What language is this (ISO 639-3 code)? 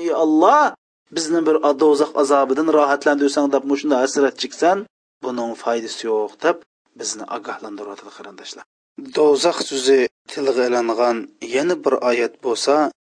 uig